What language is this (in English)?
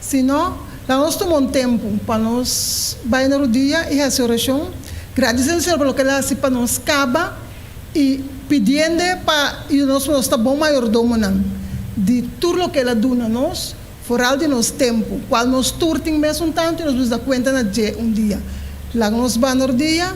Papiamento